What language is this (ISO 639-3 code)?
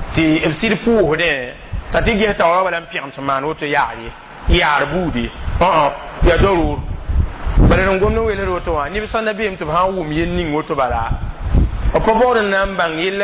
mos